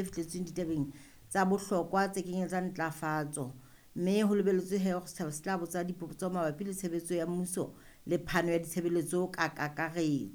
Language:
Southern Sotho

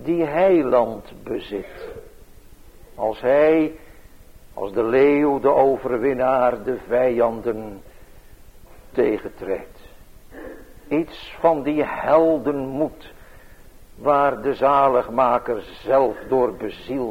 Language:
Dutch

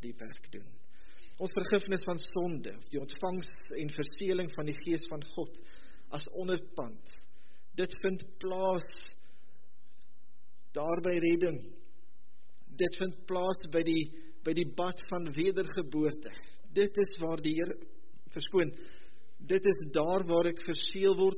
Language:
Afrikaans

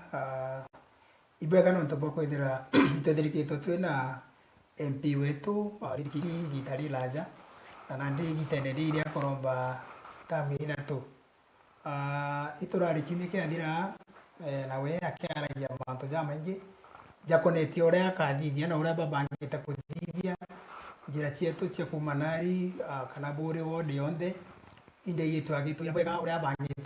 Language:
Meru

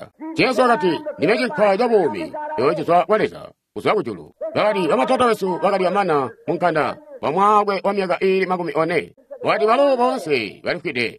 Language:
Tonga (Zambia)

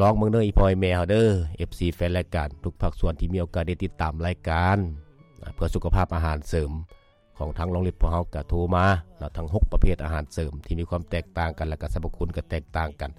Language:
Lao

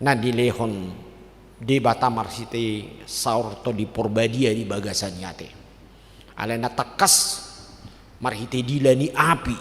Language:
Batak Toba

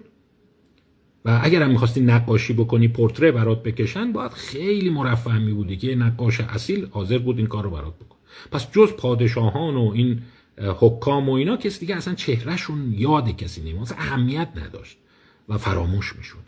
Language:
Persian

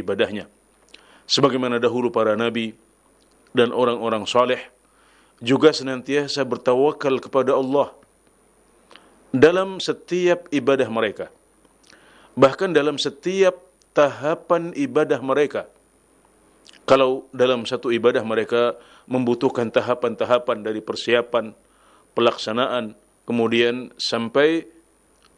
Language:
Indonesian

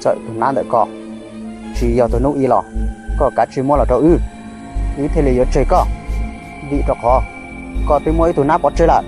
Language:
Hmong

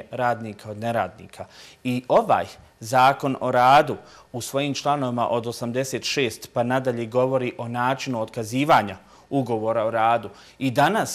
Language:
Bosnian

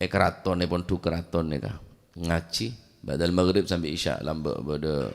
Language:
Madurese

